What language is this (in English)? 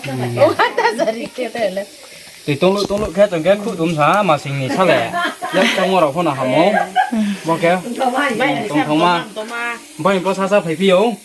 Riang (India)